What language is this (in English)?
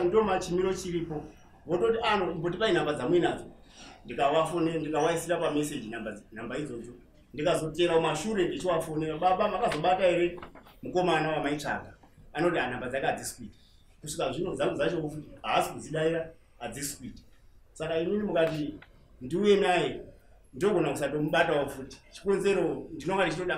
Shona